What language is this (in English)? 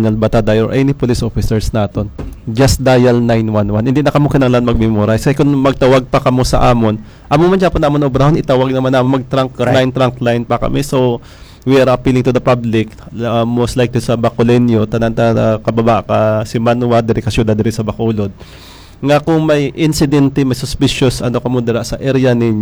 Hiligaynon